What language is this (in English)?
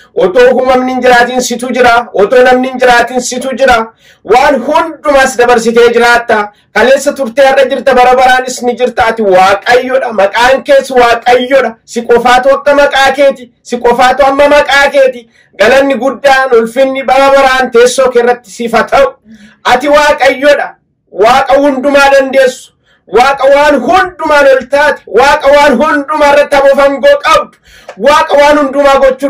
Oromo